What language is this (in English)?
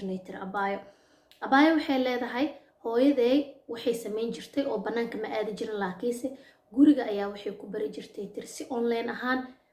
Somali